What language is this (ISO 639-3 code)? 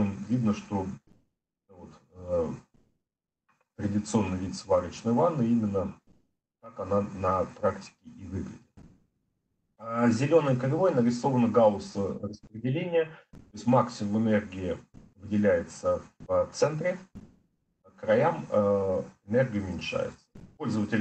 rus